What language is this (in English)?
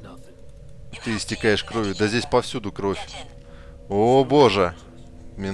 Russian